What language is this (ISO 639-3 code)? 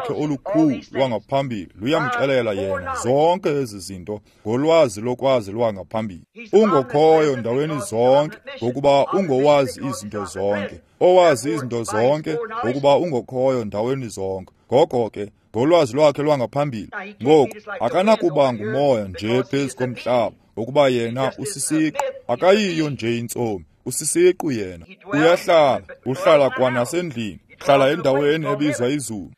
xho